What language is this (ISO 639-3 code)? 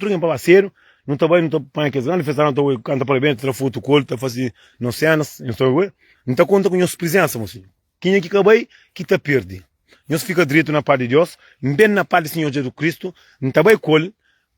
kea